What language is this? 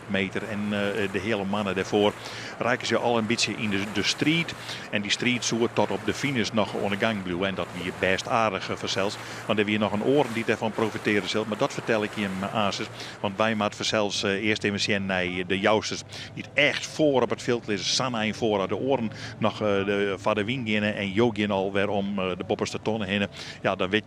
Western Frisian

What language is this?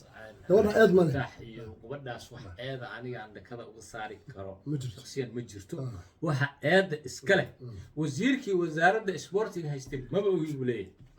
Somali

